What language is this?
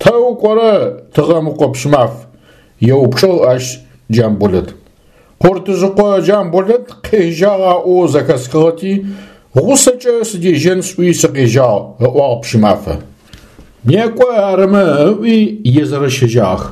Adyghe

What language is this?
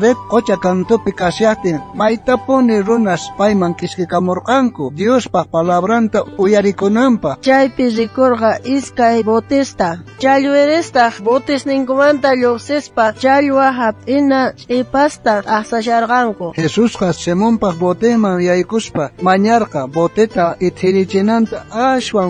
South Bolivian Quechua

